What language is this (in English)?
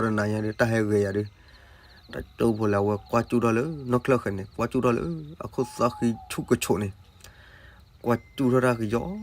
S'gaw Karen